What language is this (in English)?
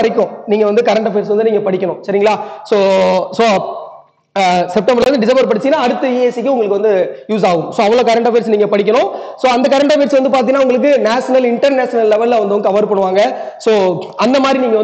Tamil